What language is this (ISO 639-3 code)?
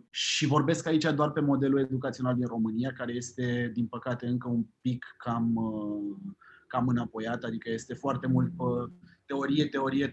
ron